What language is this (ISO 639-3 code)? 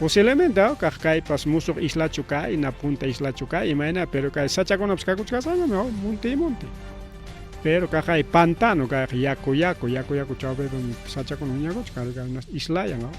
quy